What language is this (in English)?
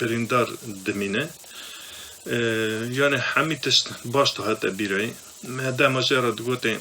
Kurdish